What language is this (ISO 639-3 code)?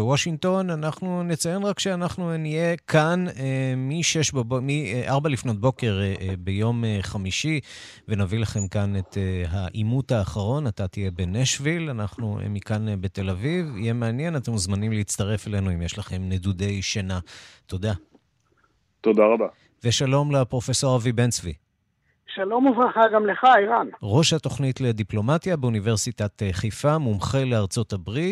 heb